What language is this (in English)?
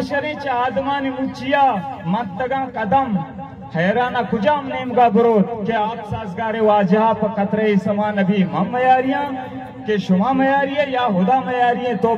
Baluchi